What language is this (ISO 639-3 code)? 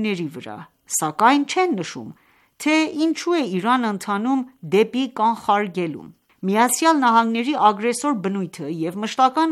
hye